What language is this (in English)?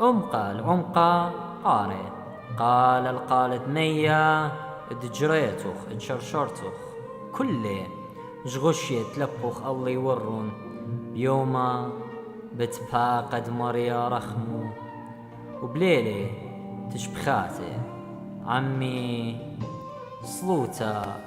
Assyrian Neo-Aramaic